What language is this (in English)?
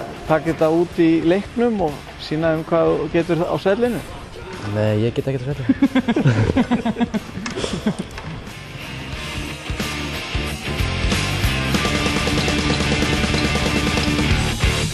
Icelandic